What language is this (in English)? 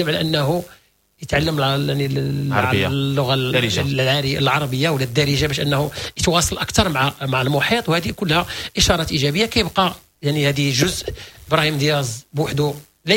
Moroccan Arabic